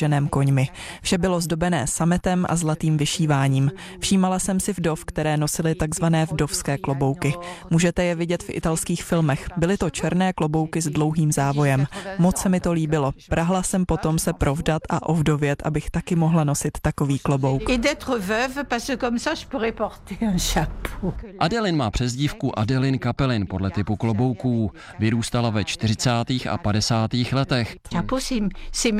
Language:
Czech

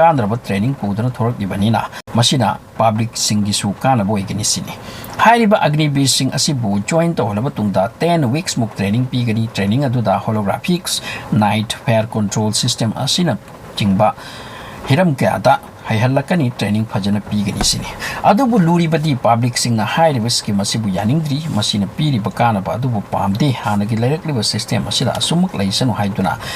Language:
Manipuri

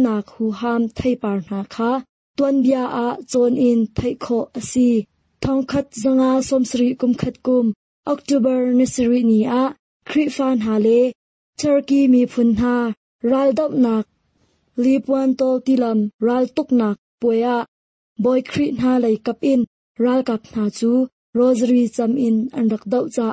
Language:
Hakha Chin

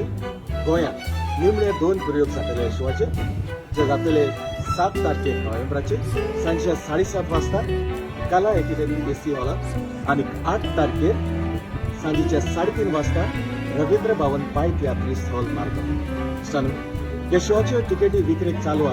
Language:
Konkani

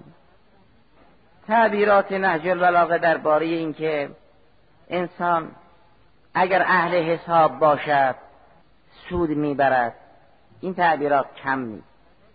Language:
Persian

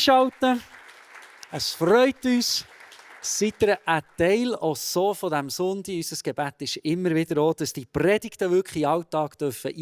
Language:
Swiss German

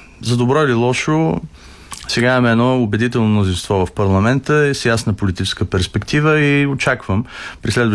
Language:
Bulgarian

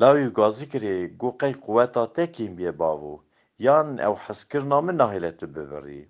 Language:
Kurdish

